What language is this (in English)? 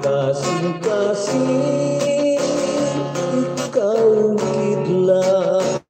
Hiligaynon